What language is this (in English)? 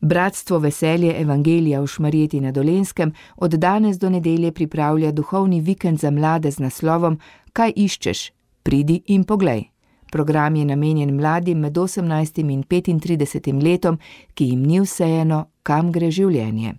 Slovenian